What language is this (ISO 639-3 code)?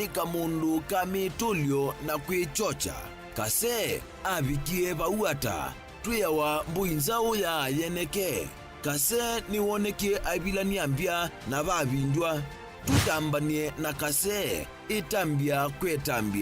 kam